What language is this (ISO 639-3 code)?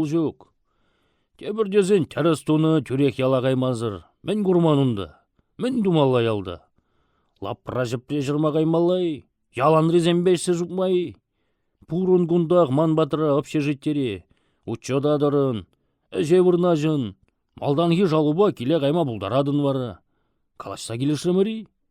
chv